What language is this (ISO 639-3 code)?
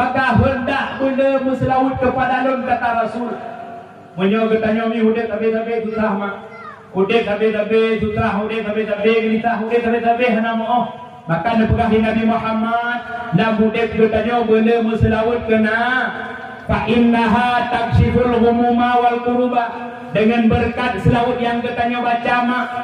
ace